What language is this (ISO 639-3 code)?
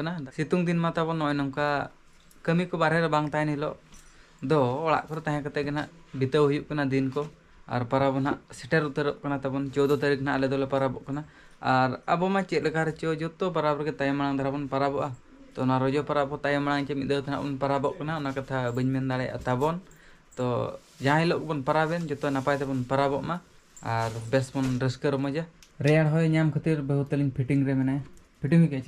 sat